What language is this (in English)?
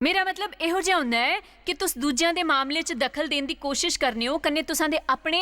Dogri